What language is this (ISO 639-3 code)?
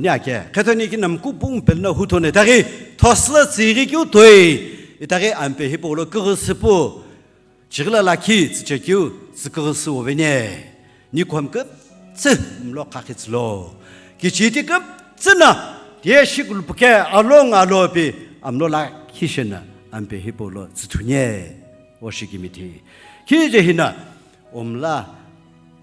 nsm